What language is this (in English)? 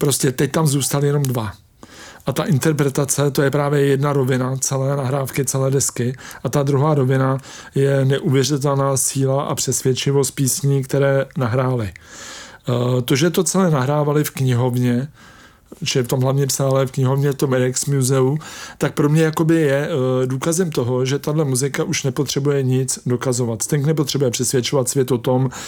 Czech